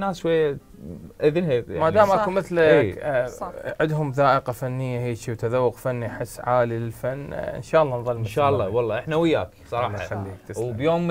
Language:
Mesopotamian Arabic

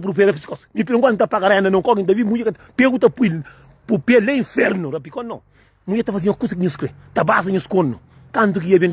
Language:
Kabuverdianu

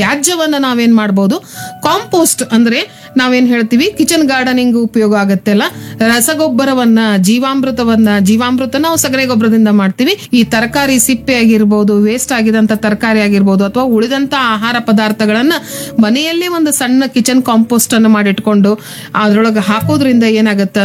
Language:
Kannada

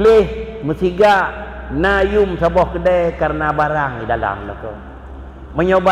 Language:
Achinese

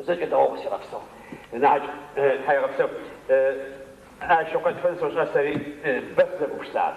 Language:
Adyghe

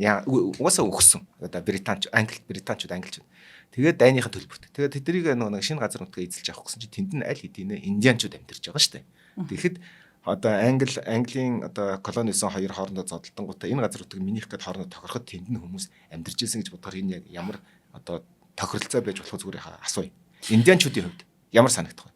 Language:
Mongolian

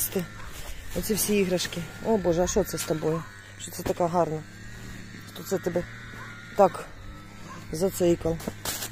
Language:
Ukrainian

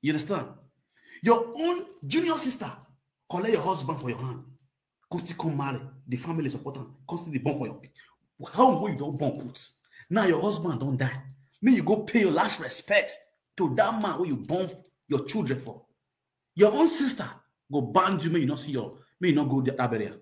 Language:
Nigerian Pidgin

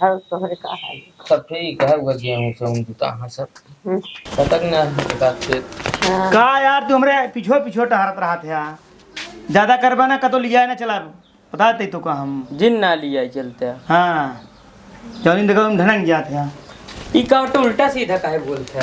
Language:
Awadhi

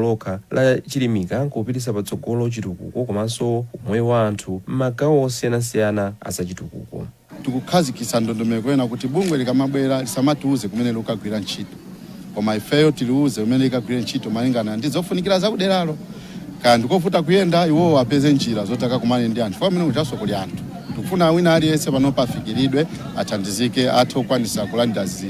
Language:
Nyanja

